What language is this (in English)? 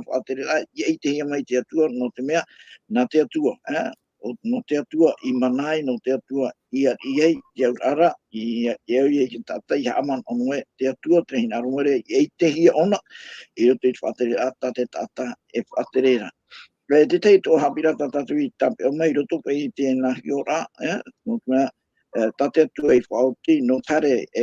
Tahitian